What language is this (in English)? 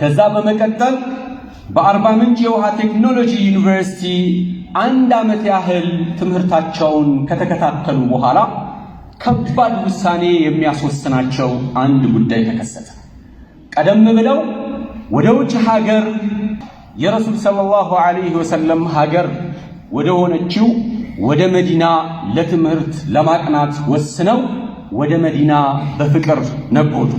Amharic